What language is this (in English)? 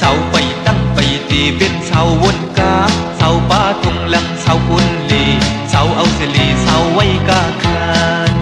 Shan